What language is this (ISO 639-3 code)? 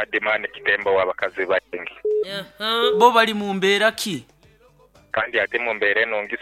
nyo